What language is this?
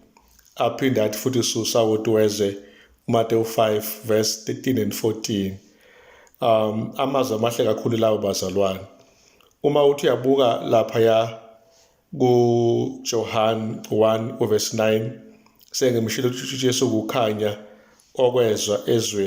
Zulu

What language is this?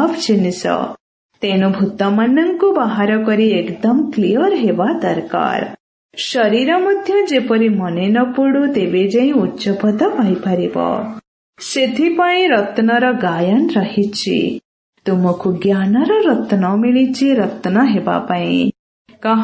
Odia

